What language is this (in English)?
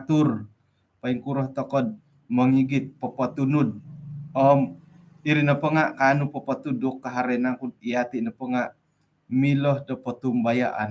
Central Dusun